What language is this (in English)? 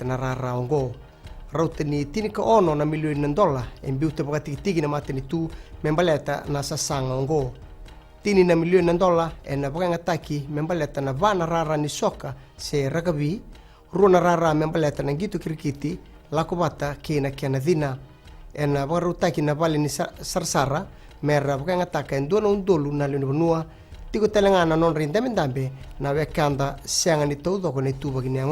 Fijian